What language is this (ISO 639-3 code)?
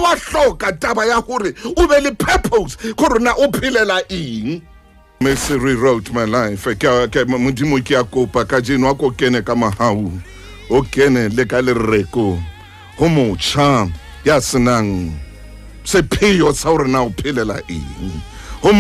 sot